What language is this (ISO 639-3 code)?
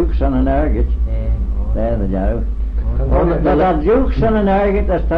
glv